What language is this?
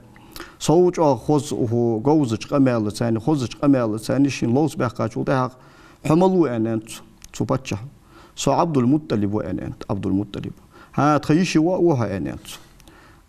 Ingush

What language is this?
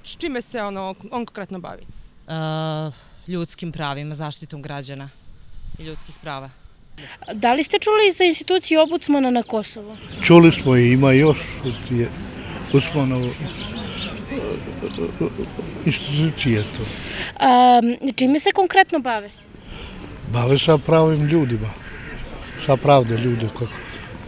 Serbian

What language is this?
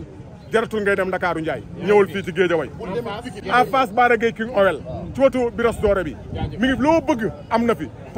Wolof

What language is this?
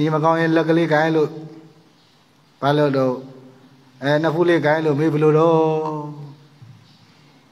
Burmese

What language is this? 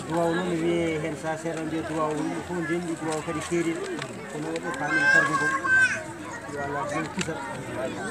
Fula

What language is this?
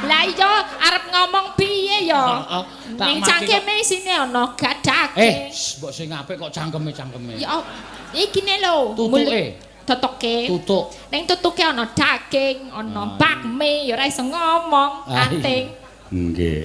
Javanese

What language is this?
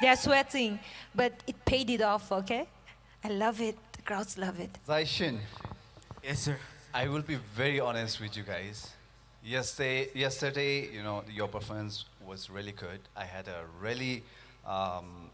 Tangkhul Naga (India)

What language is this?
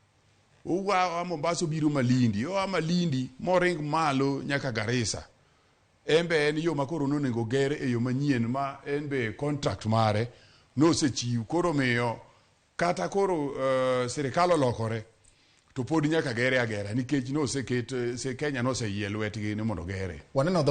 Luo (Kenya and Tanzania)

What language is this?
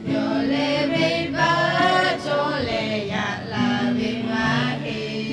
Lahu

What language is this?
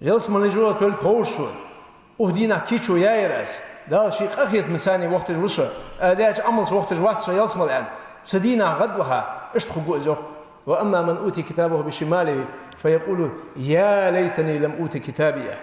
Ingush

